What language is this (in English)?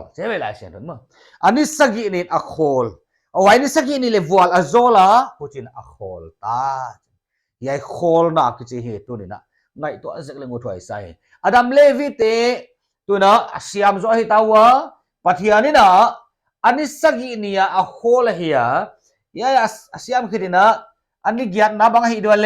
Paite Chin